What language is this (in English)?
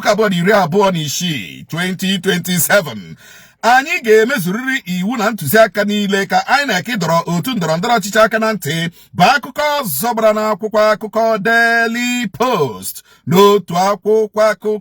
Igbo